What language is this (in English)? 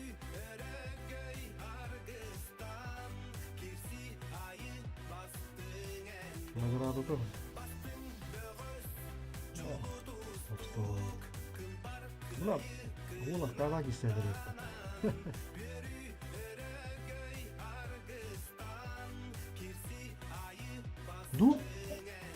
Yakut